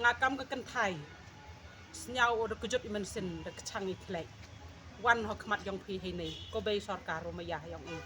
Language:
Khasi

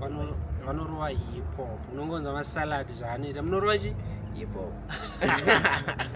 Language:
Shona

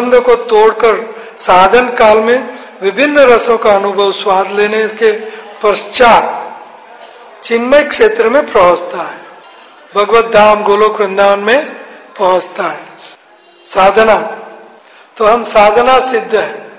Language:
Hindi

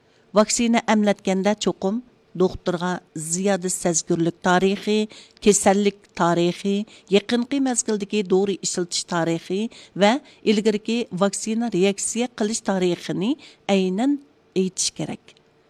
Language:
Uyghur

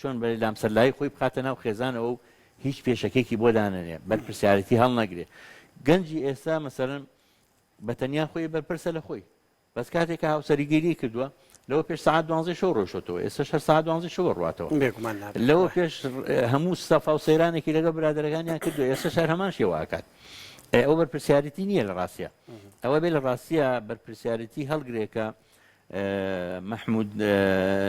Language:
Central Kurdish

